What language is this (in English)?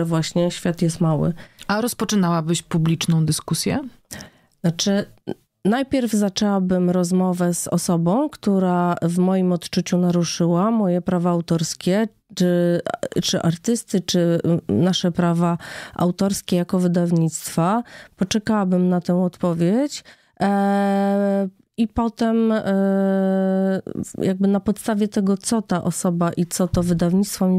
Polish